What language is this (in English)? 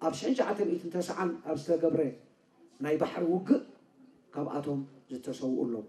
Tigrinya